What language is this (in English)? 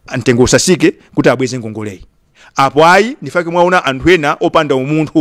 Nyanja